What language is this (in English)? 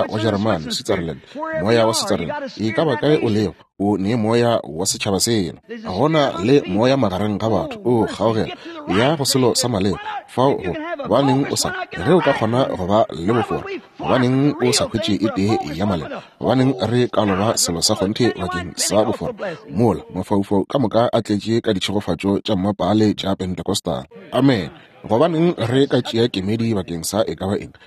Northern Sotho